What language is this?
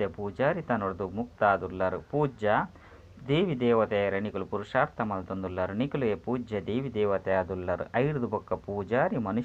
Tulu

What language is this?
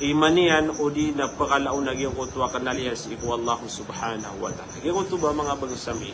Maranao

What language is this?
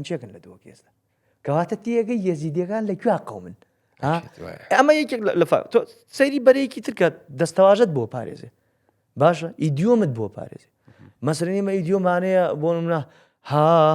Central Kurdish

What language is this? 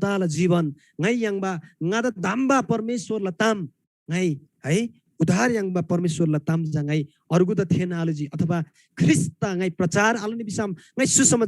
Eastern Tamang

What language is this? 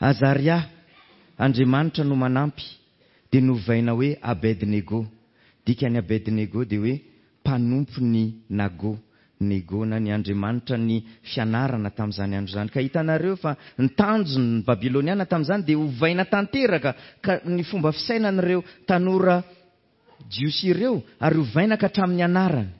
Malagasy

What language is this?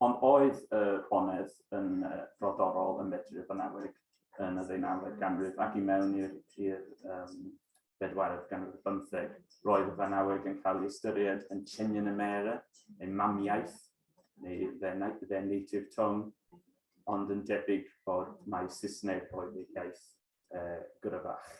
Welsh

